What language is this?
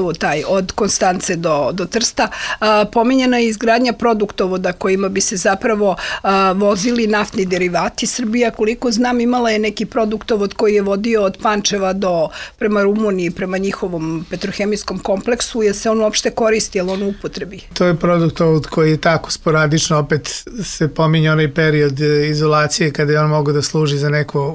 Serbian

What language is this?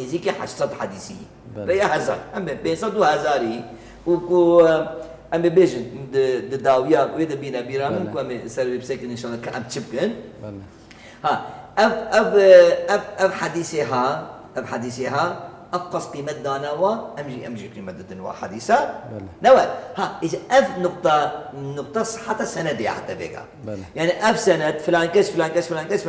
Kurdish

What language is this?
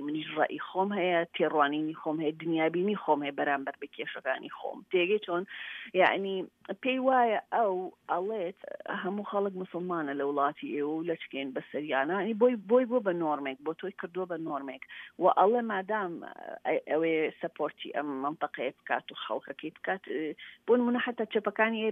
Central Kurdish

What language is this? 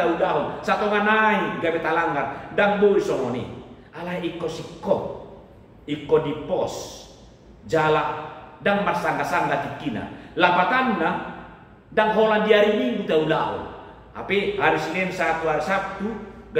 Batak Toba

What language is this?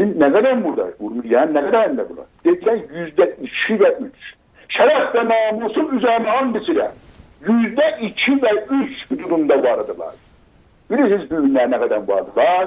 South Azerbaijani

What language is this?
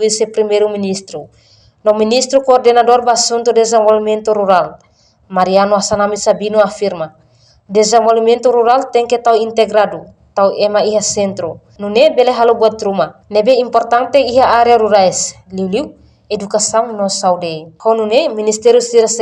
Tetum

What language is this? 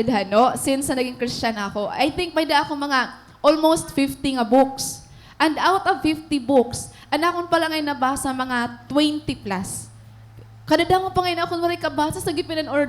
Waray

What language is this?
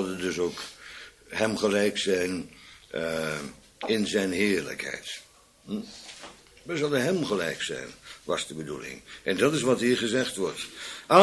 Dutch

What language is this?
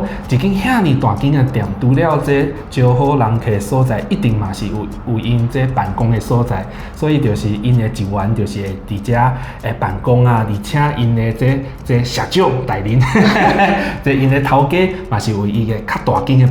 Min Nan Chinese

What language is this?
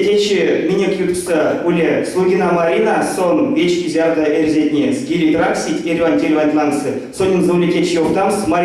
Erzya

